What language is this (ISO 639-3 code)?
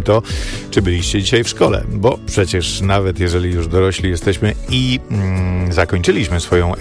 pol